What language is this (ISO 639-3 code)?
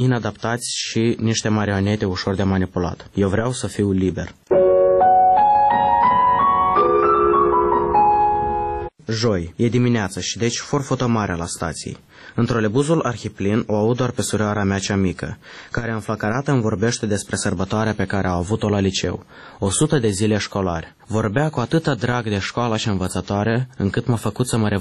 ron